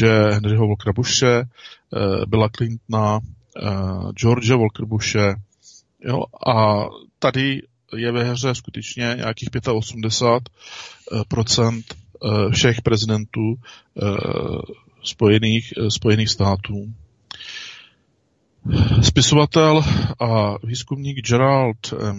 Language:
Czech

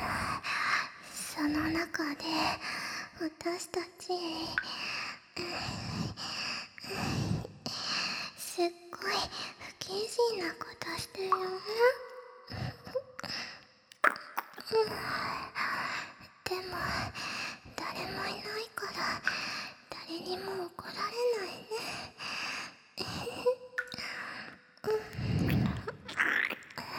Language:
Japanese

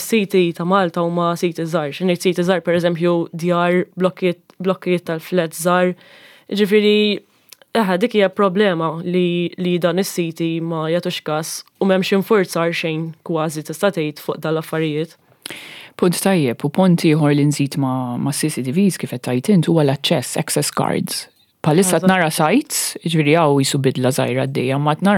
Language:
Maltese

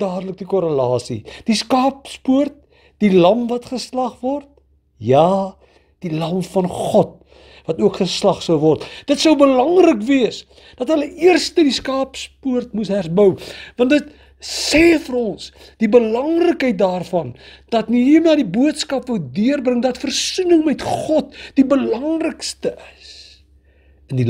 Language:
Afrikaans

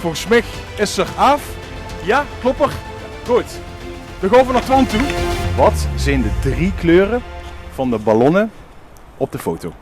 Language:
Limburgish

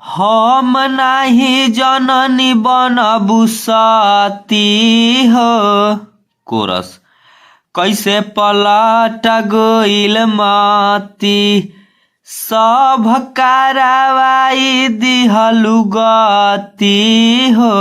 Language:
Bhojpuri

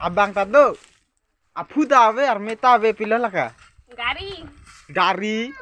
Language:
Karbi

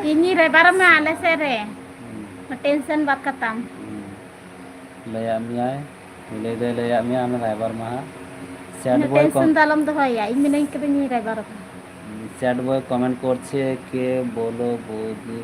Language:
Santali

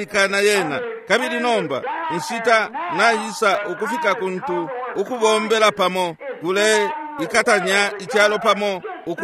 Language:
Bemba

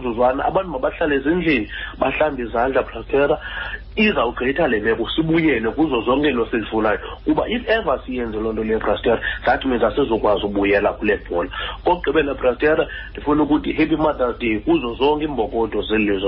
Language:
Xhosa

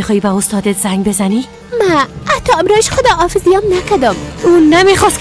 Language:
Persian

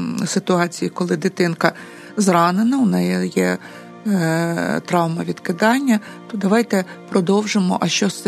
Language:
Ukrainian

